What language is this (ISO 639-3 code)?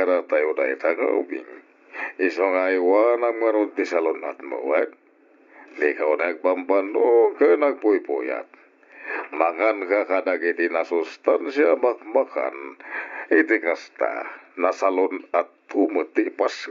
ilo